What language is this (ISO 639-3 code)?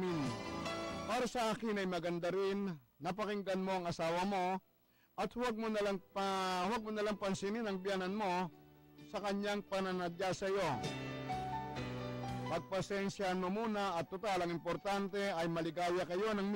fil